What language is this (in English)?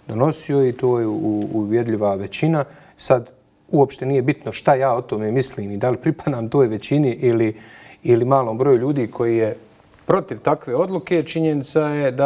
Bosnian